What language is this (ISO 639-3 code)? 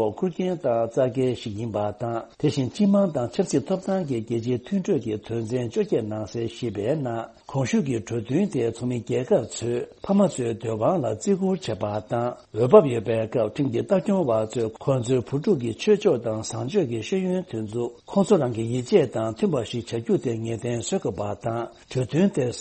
bod